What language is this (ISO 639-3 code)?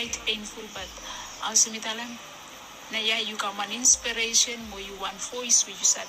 bis